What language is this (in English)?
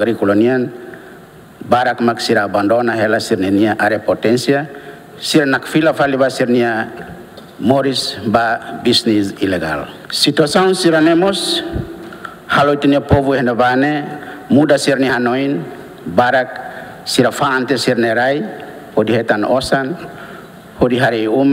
Tetum